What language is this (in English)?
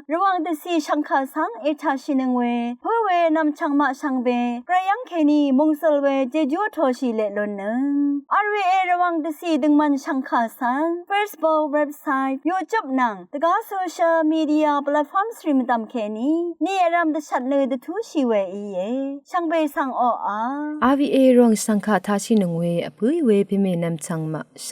Rawang